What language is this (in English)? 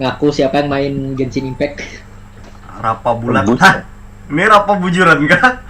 Banjar